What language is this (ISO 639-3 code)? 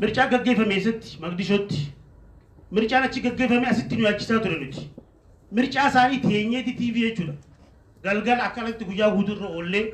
orm